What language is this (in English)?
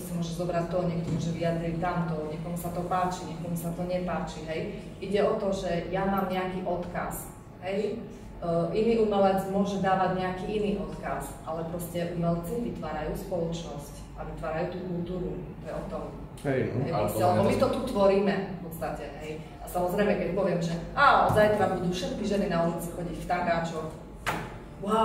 Slovak